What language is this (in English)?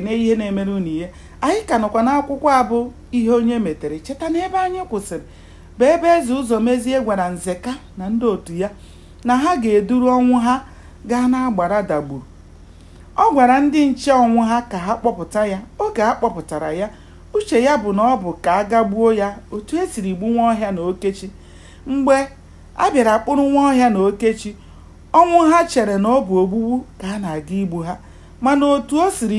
Igbo